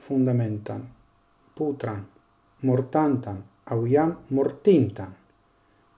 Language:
Esperanto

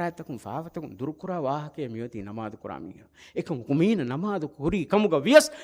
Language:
Divehi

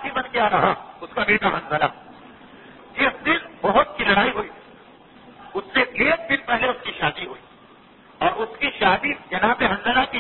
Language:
Urdu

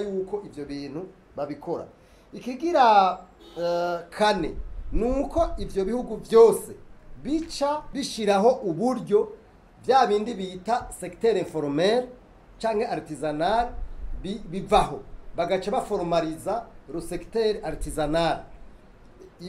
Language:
Rundi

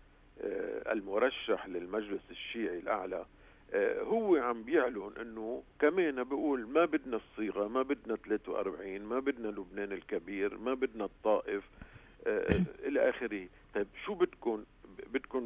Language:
North Levantine Arabic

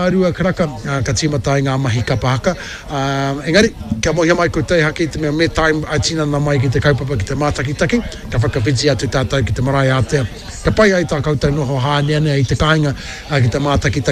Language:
Māori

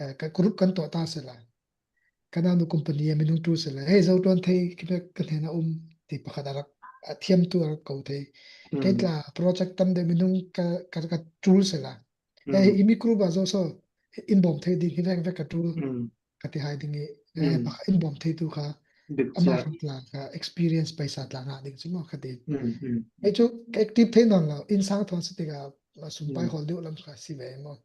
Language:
Falam Chin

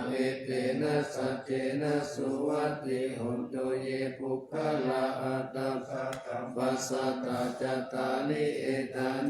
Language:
Pali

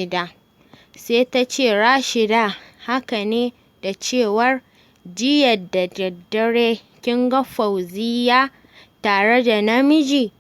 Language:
Hausa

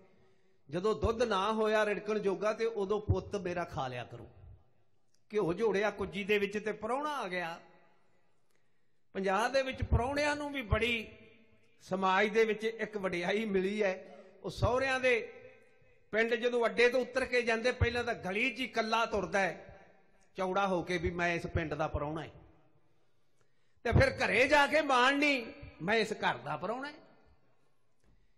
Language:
Punjabi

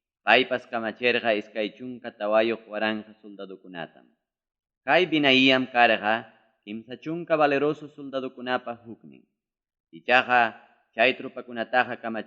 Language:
Ayacucho Quechua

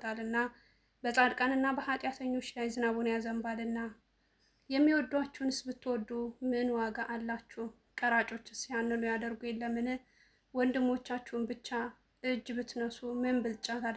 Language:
Amharic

